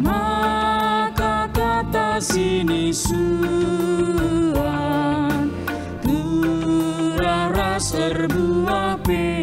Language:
Batak Karo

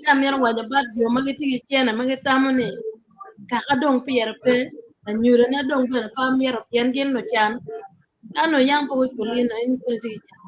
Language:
Acoli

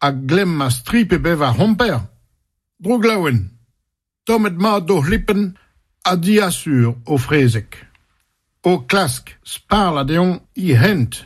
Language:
Breton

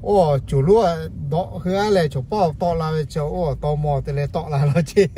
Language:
Lahu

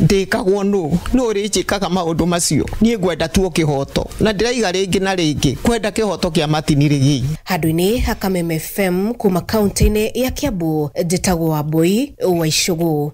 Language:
Kikuyu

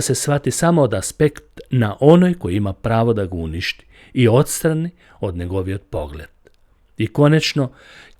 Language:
Macedonian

